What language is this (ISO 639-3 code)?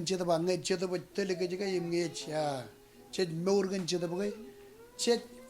mah